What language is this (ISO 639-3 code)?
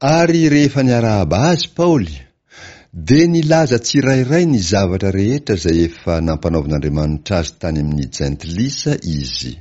mlg